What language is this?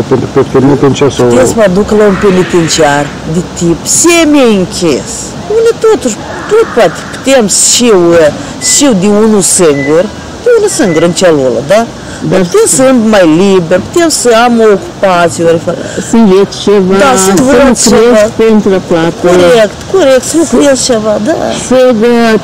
Romanian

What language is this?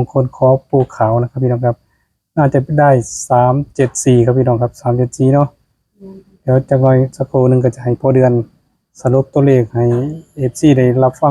Northeastern Thai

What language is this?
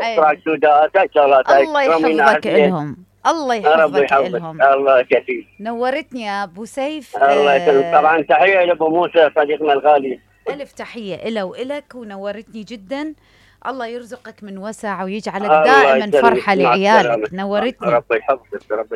Mesopotamian Arabic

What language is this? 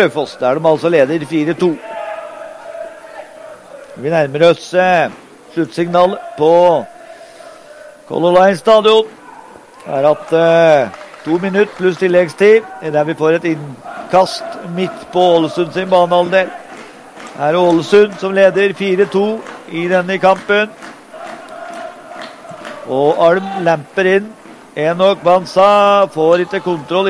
Norwegian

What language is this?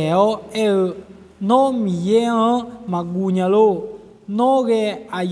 Akha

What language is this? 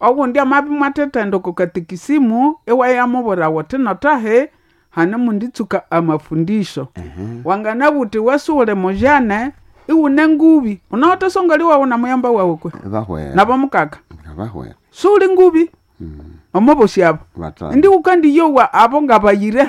Nande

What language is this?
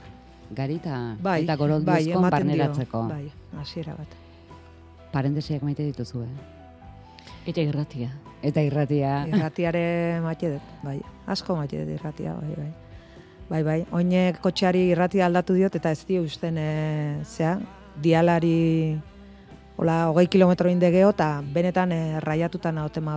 Basque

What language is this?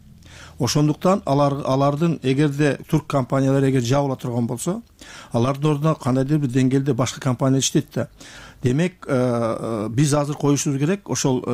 Kyrgyz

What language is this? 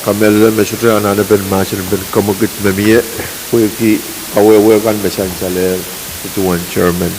Pohnpeian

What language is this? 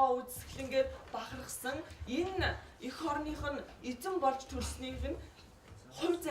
Mongolian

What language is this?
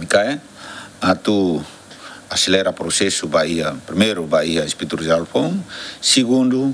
Tetum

